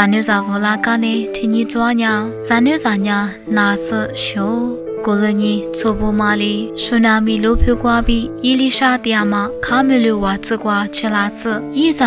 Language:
Lisu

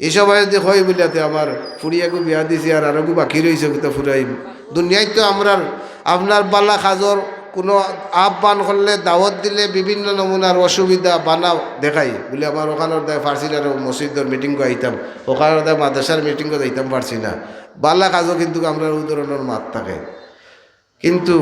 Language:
Sylheti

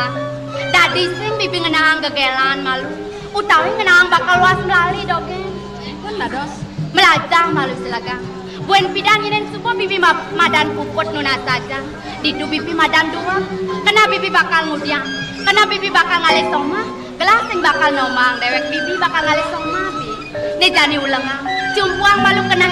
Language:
Balinese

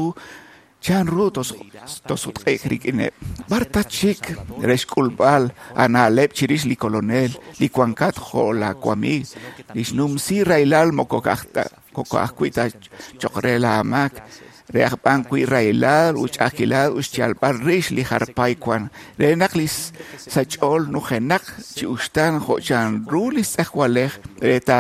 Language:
Kekchí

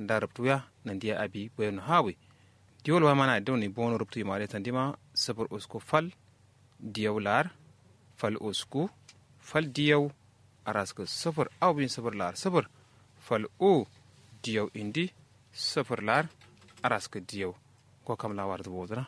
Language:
Kanuri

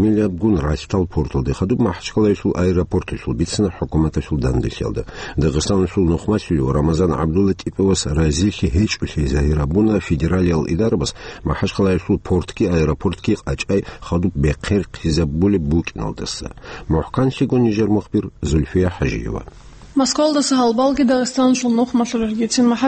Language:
Avaric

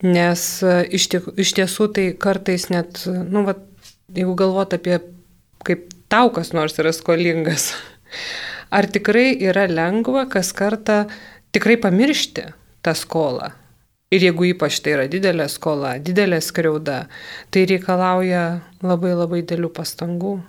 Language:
Lithuanian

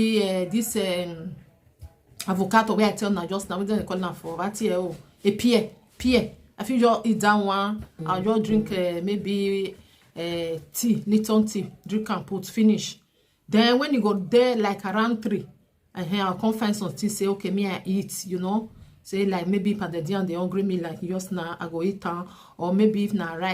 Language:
Nigerian Pidgin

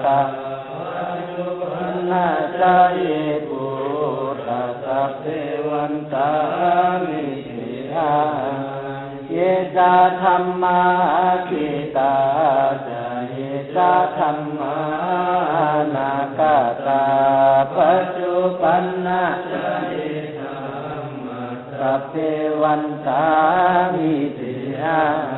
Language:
Pali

